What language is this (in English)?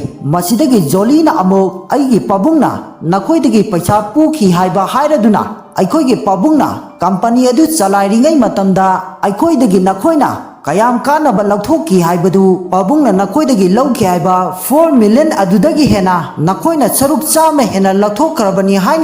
Manipuri